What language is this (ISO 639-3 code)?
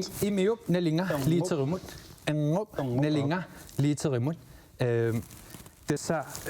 kal